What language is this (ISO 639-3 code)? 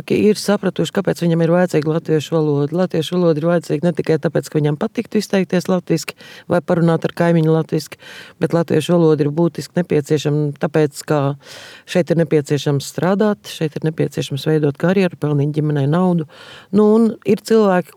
lav